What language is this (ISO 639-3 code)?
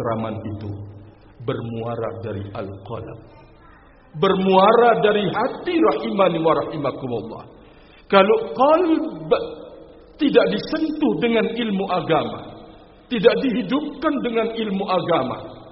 ind